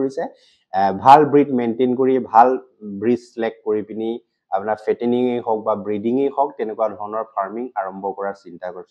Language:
Assamese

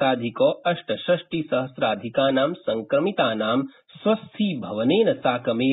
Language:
Sanskrit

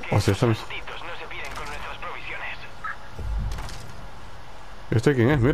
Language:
Spanish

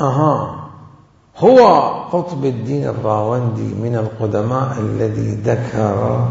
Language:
Mesopotamian Arabic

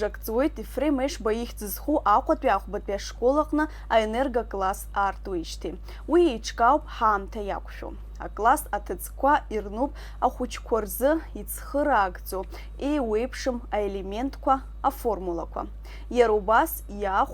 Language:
Abkhazian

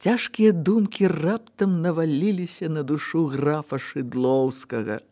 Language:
Belarusian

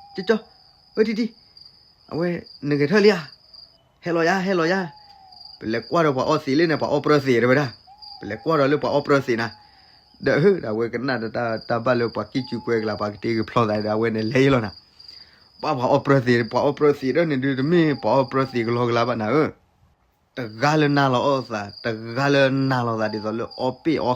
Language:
S'gaw Karen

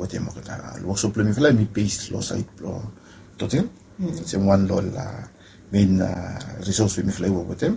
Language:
Bislama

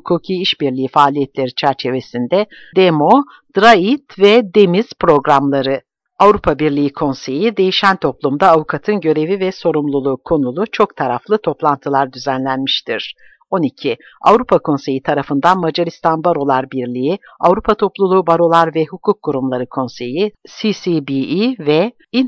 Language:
Turkish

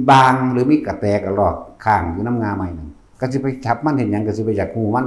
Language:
Northeastern Thai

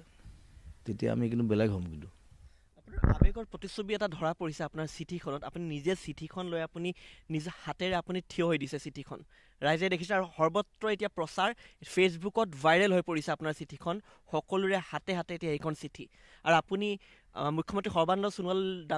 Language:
Assamese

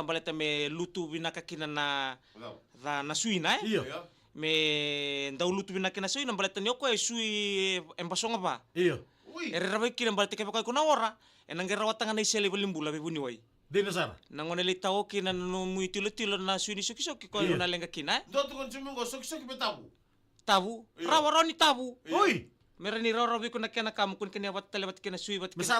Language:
Fijian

